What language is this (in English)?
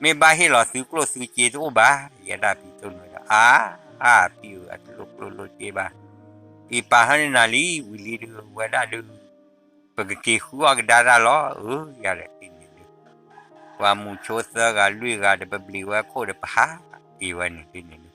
S'gaw Karen